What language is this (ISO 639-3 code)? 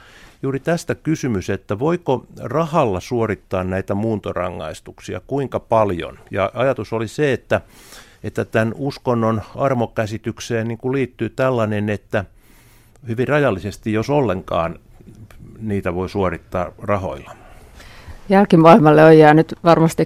fin